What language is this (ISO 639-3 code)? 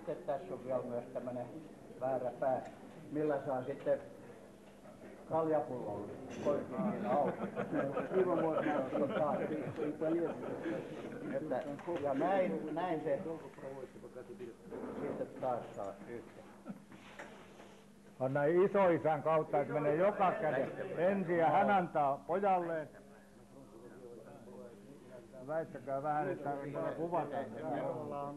fin